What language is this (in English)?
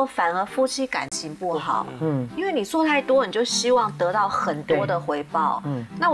Chinese